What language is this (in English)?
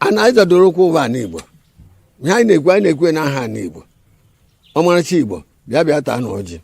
Igbo